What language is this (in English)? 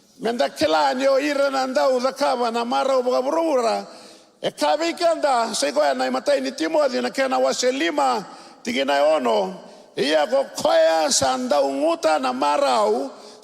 Fijian